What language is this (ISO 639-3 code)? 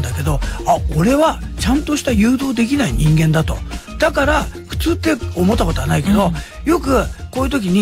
jpn